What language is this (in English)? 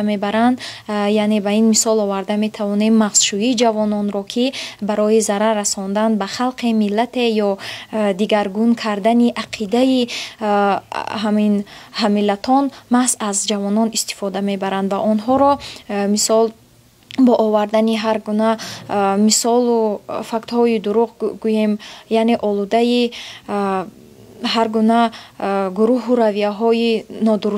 Tajik